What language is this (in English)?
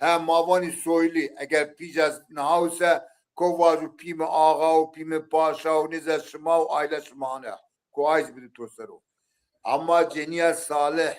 Zaza